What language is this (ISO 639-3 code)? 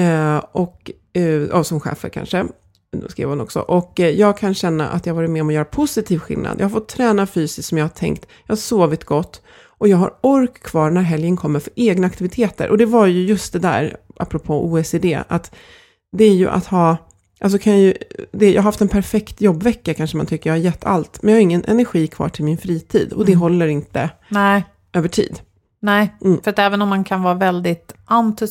swe